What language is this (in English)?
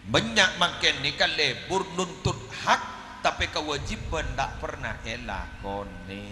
Madurese